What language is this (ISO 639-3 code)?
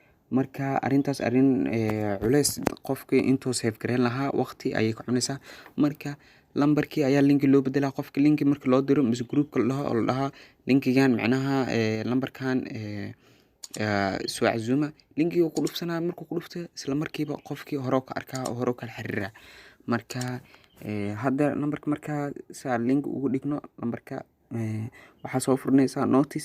som